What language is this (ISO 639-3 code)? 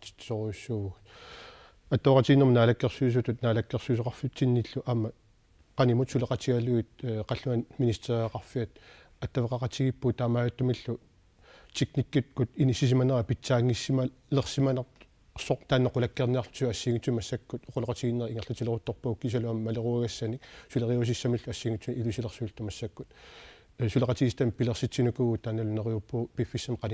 kal